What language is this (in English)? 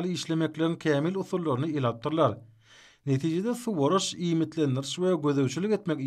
Turkmen